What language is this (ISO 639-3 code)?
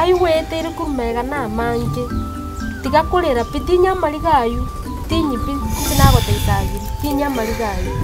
guz